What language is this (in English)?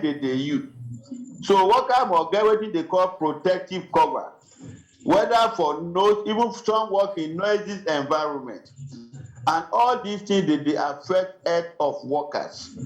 Nigerian Pidgin